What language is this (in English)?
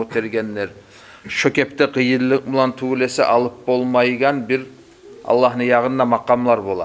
Kumyk